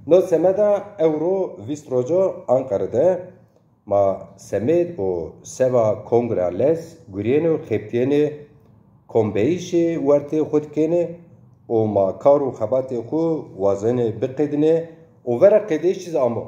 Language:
Zaza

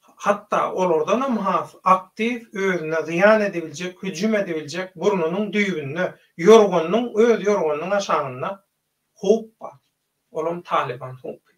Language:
Turkmen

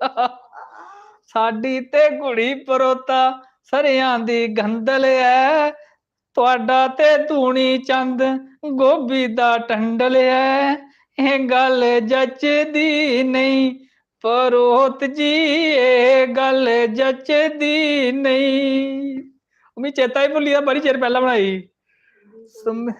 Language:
Dogri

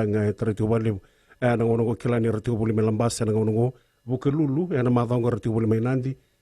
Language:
Fijian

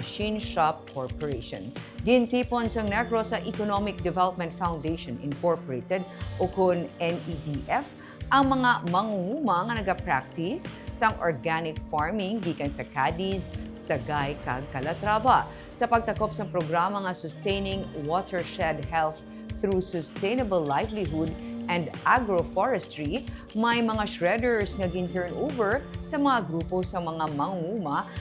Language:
Hiligaynon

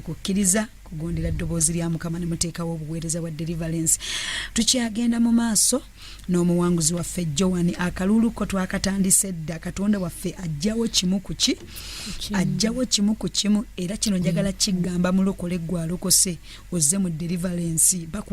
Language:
Ganda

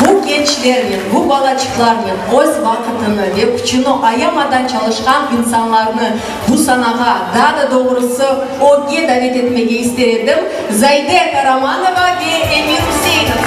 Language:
Crimean Tatar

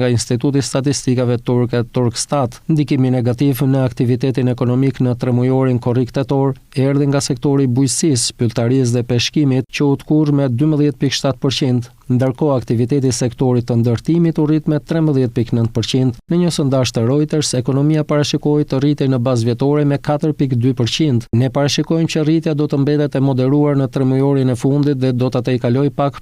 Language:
Albanian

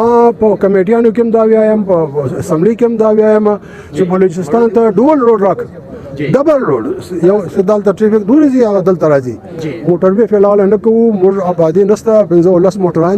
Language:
Pashto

